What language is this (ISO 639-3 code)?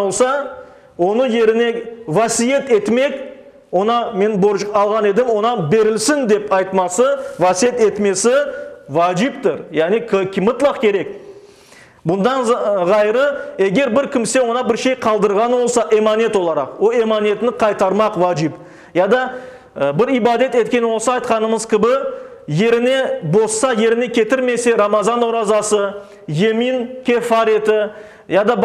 crh